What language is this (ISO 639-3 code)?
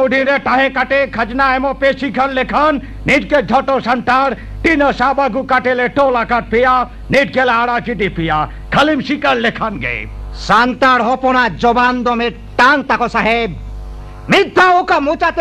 sat